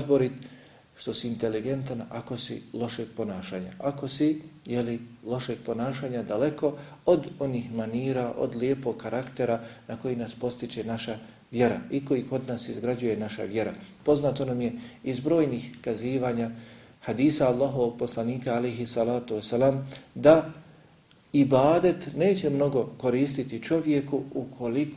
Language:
Bosnian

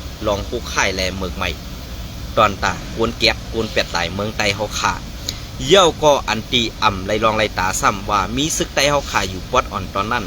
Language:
Shan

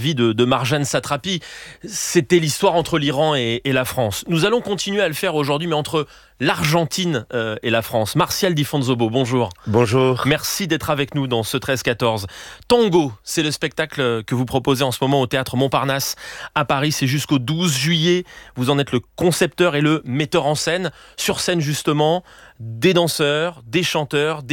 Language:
French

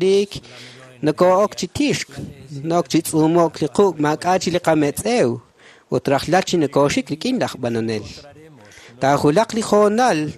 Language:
Kekchí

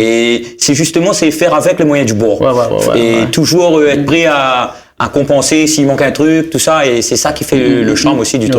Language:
Réunion Creole French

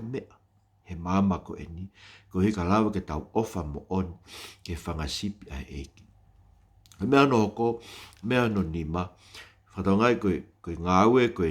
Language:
Tongan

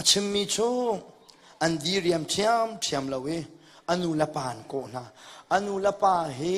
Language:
Hakha Chin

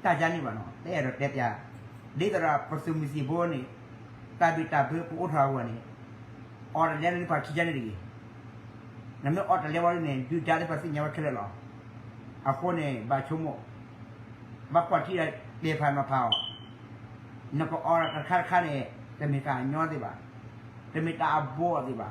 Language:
S'gaw Karen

